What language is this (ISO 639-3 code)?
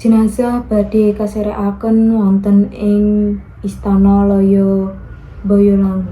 jav